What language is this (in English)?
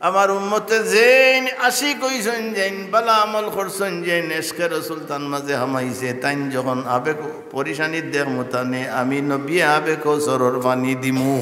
Sylheti